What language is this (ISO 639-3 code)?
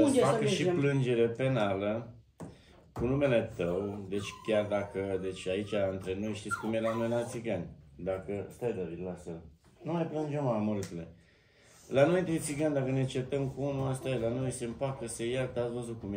ron